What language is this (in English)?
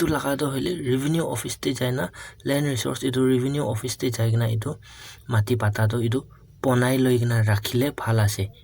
Naga Pidgin